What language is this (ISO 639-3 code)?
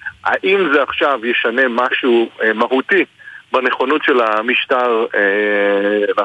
heb